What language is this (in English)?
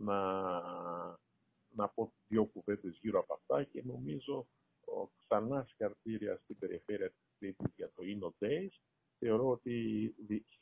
Greek